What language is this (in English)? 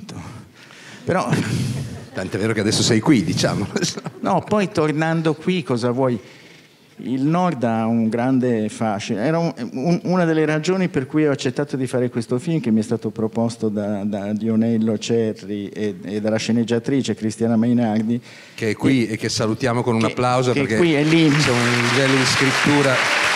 Italian